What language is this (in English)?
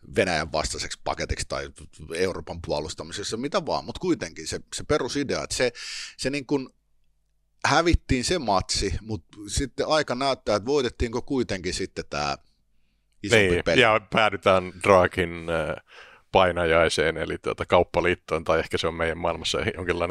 Finnish